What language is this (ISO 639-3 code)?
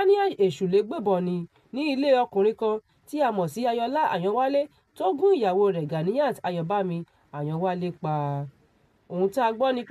yor